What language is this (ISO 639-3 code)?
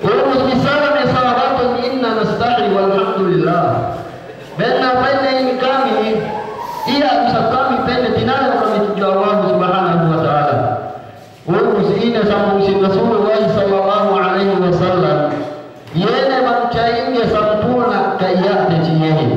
yka